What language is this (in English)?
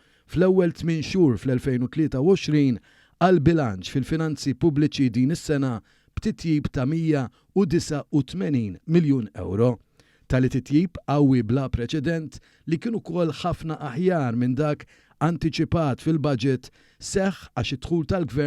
Maltese